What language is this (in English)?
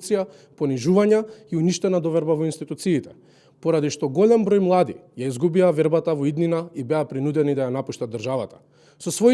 Macedonian